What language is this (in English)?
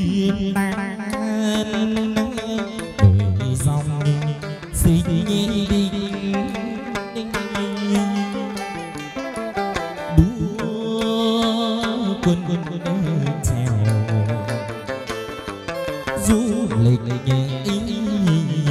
Vietnamese